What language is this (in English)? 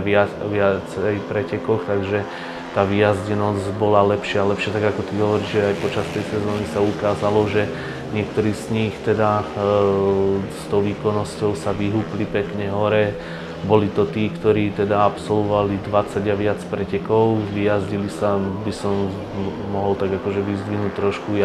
Slovak